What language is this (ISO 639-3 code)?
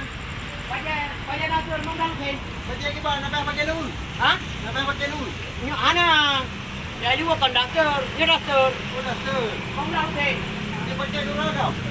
ace